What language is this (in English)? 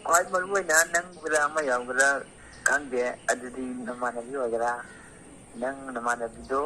Manipuri